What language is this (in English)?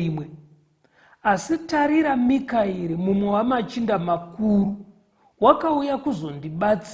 Shona